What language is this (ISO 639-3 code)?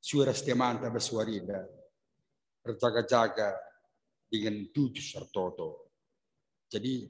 btx